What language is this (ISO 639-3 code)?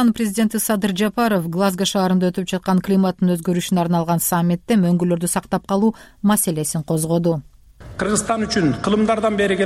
kir